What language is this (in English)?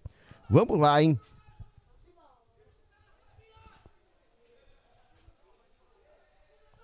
Portuguese